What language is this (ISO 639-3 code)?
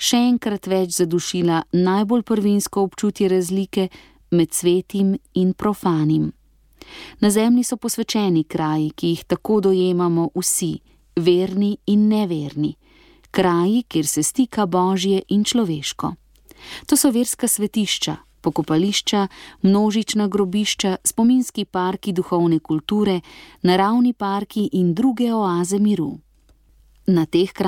slv